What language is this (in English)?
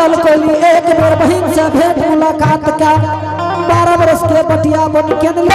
Angika